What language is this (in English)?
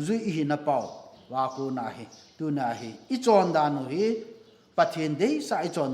Thado Chin